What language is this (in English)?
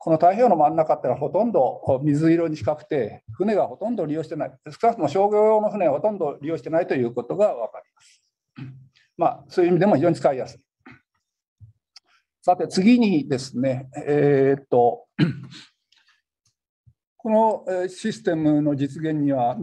Japanese